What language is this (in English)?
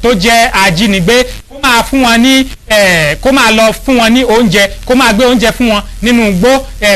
Yoruba